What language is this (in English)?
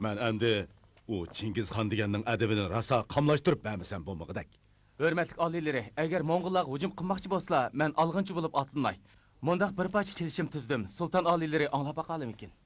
Uyghur